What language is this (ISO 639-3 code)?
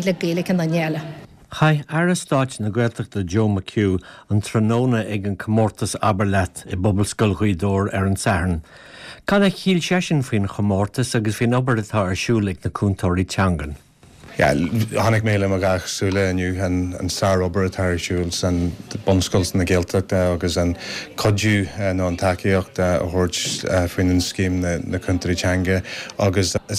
gle